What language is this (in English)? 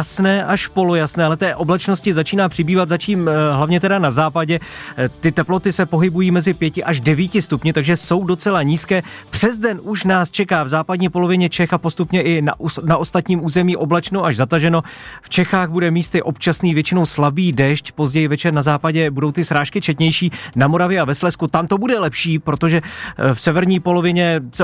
Czech